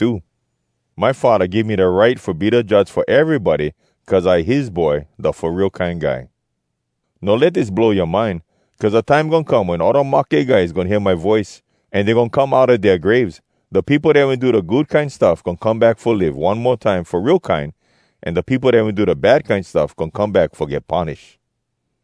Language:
Hawai'i Creole English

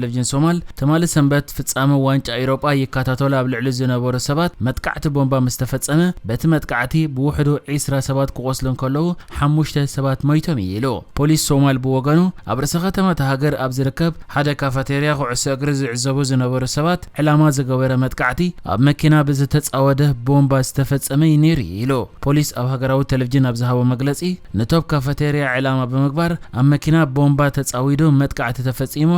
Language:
Tigrinya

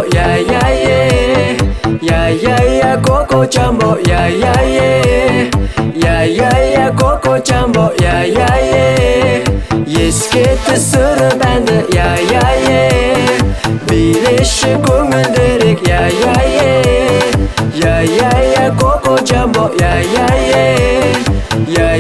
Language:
Kazakh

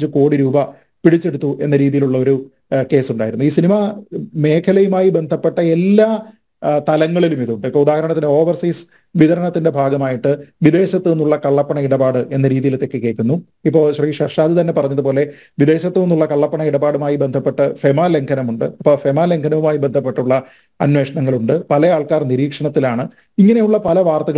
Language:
Malayalam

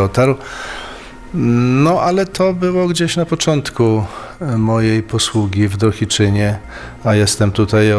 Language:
Polish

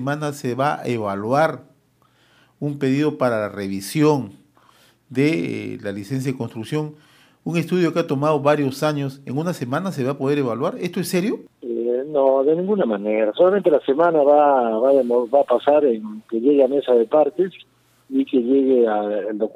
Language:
Spanish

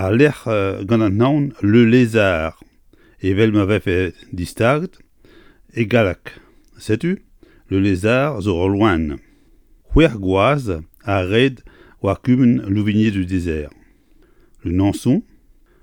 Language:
Breton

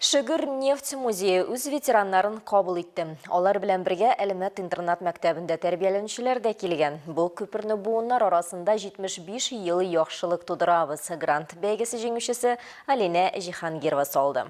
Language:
Tatar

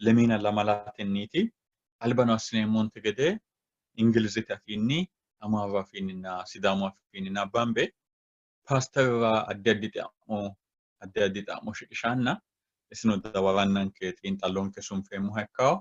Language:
Sidamo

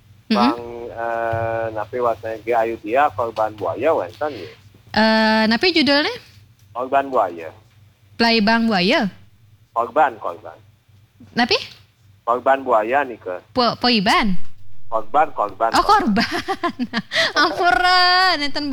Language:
Balinese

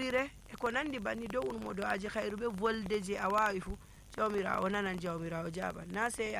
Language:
Nigerian Fulfulde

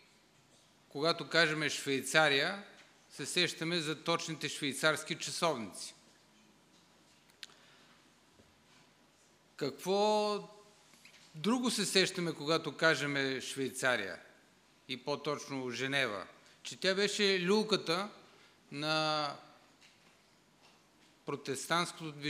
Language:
Bulgarian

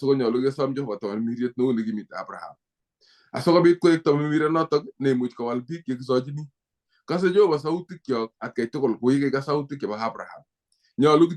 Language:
Kalenjin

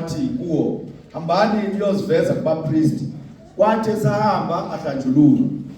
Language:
Zulu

